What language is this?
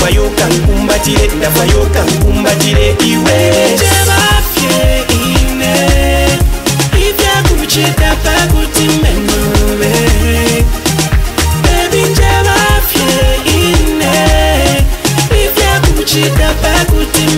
Bemba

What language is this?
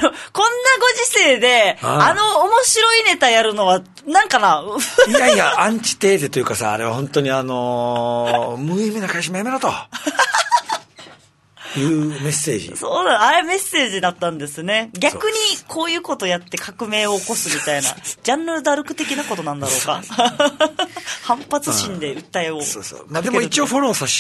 Japanese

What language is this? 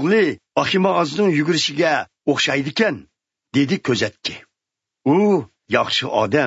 Uyghur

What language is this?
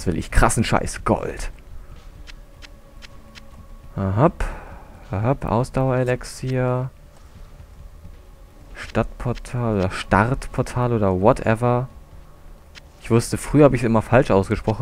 German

